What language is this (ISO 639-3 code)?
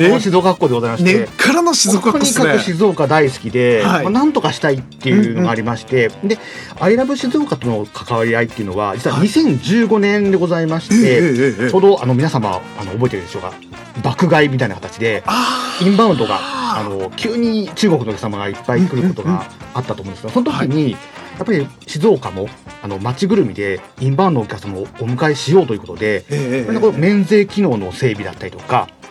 jpn